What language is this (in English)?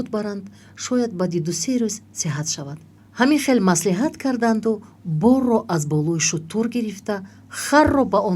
Tajik